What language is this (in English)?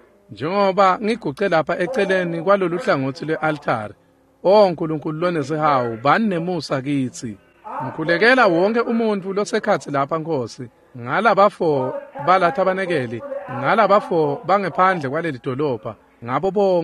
Swati